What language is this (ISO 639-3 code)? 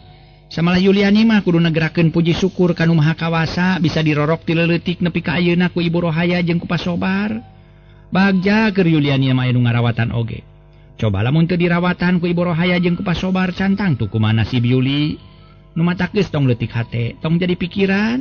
sun